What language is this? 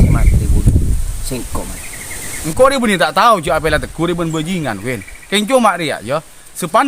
Madurese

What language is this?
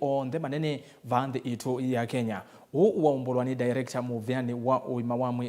Kamba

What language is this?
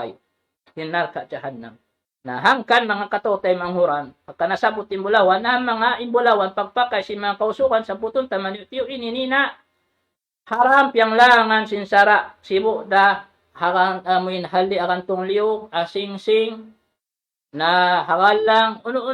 Tausug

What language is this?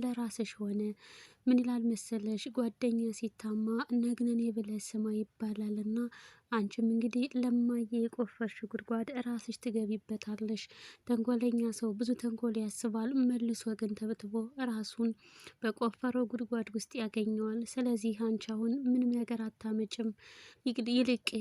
Amharic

